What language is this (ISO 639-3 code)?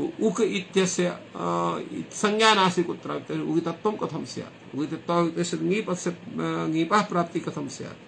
san